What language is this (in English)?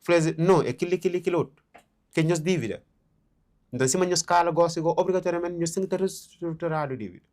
Kabuverdianu